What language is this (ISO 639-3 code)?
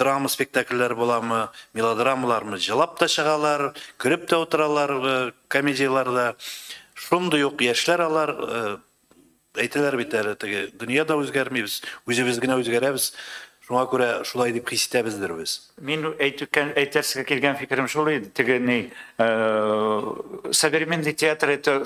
tat